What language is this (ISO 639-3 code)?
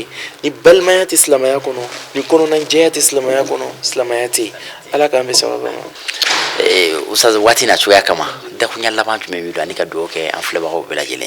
bam